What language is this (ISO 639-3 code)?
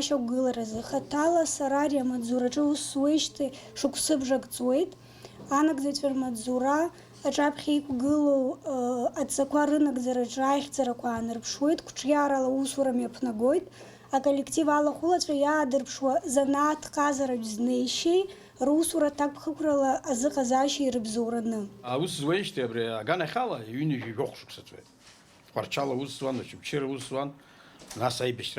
abk